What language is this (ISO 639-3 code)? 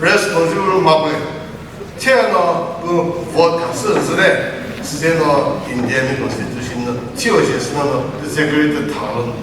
nri